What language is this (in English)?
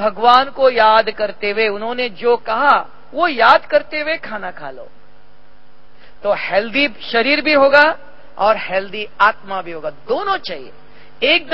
Hindi